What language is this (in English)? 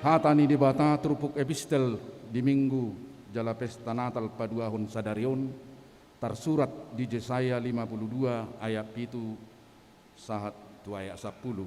Batak Toba